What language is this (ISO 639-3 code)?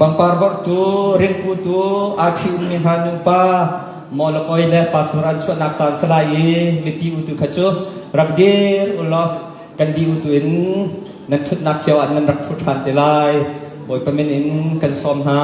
cnh